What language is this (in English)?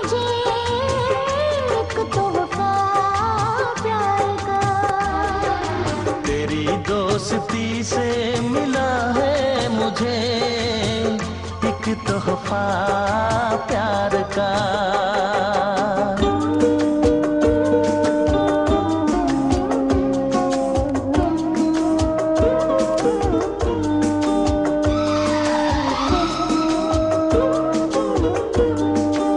Hindi